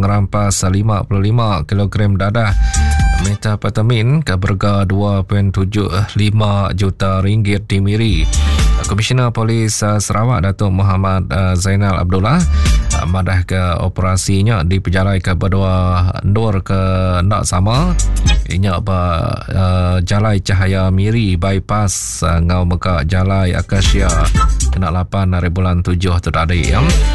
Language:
Iban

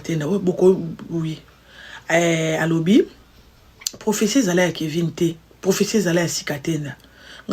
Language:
Lingala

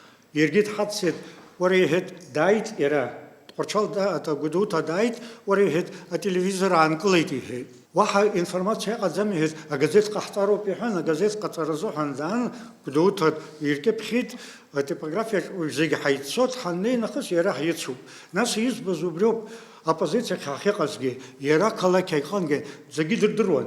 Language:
Abkhazian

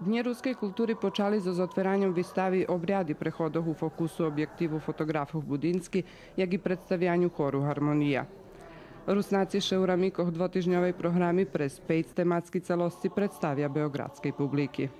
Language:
Rusyn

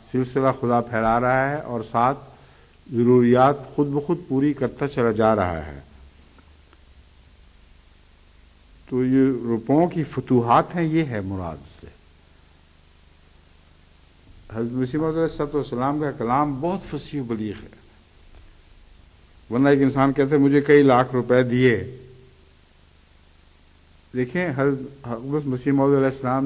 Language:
Urdu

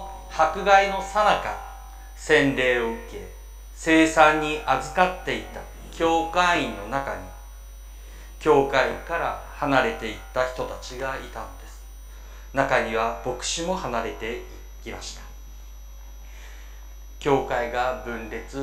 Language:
Japanese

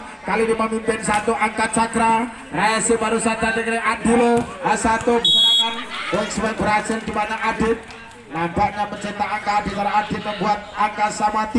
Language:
Indonesian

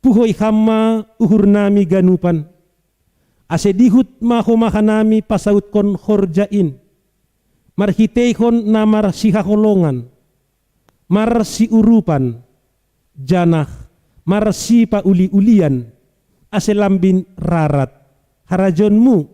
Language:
Batak Simalungun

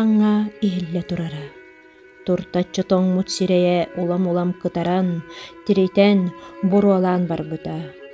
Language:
Yakut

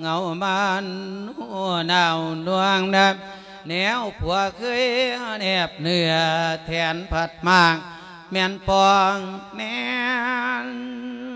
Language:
Lao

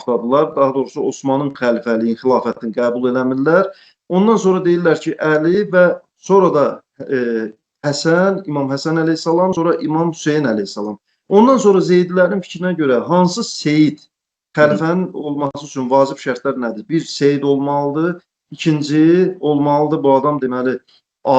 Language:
Azerbaijani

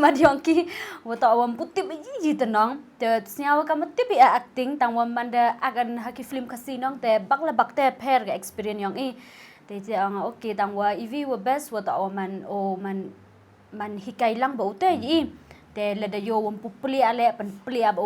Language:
Khasi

